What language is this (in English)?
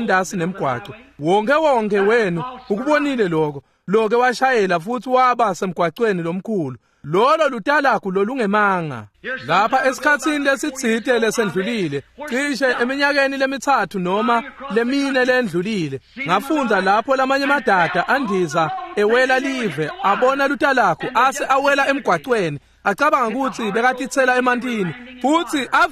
Swati